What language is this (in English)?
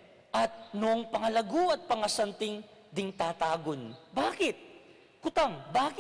Pampanga